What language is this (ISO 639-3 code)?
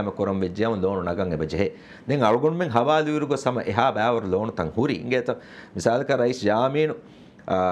div